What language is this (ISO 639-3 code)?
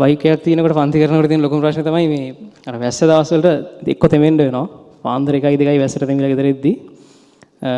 sin